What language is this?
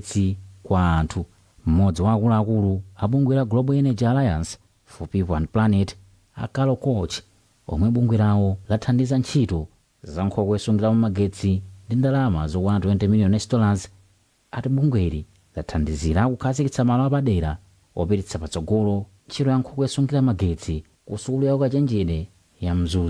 Nyanja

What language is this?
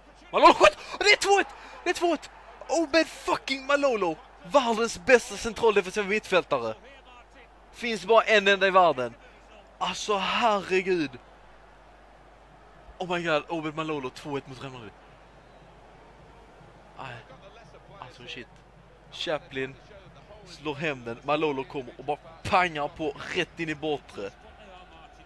Swedish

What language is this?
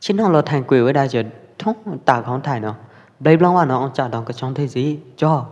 Pwo Eastern Karen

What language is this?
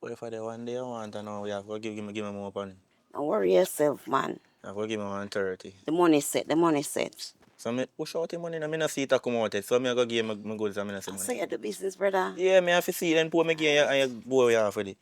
Jamaican Creole English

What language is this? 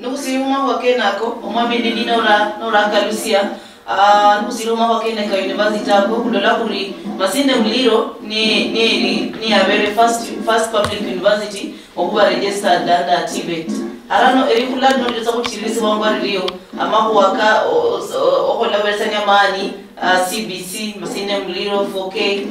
Luyia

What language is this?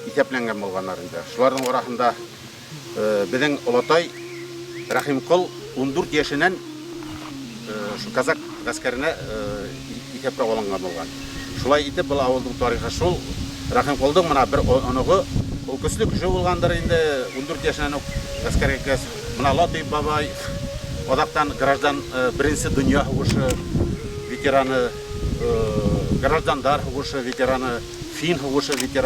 Bashkir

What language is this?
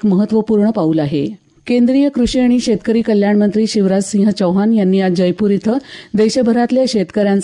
Marathi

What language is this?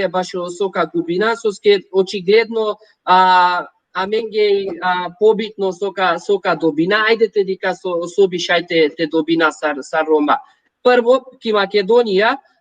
Balkan Romani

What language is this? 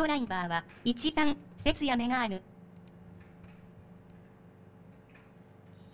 Japanese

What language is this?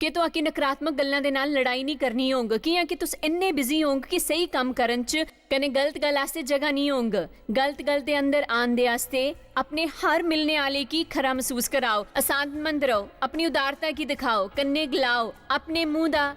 Dogri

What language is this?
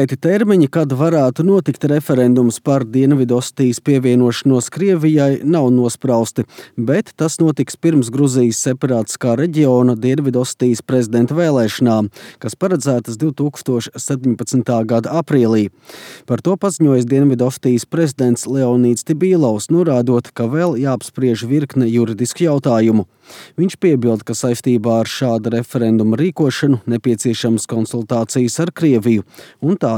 Latvian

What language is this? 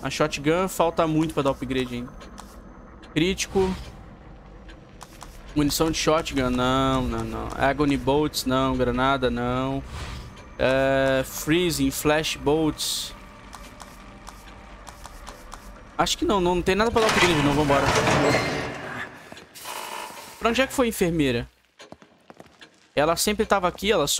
Portuguese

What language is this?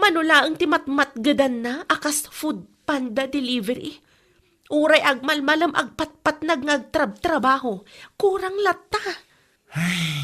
Iloko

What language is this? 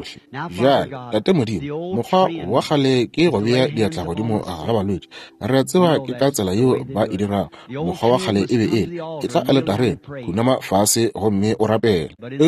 Northern Sotho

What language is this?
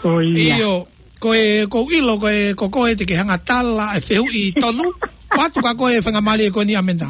Tongan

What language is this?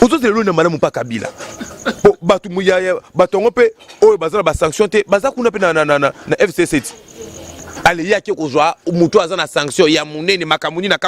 Lingala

